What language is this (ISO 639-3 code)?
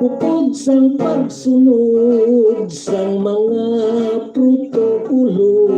hil